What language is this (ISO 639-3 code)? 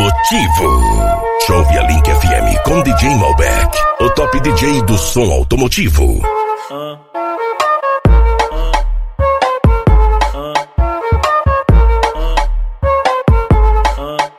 por